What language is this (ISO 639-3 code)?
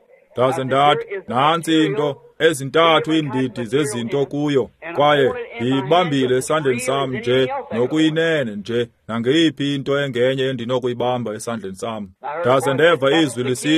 xho